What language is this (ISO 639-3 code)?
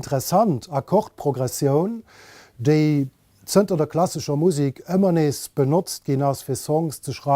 ltz